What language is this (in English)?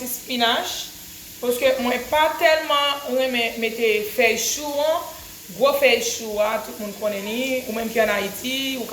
Haitian Creole